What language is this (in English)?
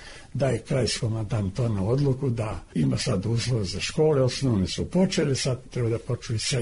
Serbian